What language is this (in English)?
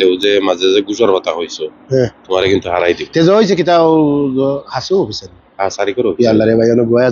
Sylheti